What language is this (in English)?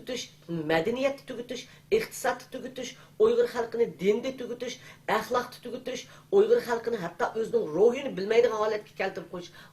Uyghur